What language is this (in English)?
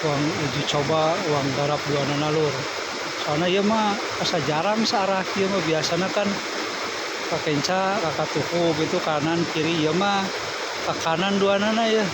Sundanese